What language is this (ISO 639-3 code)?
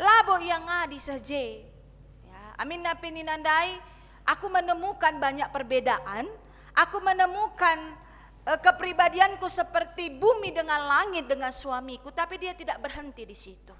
btx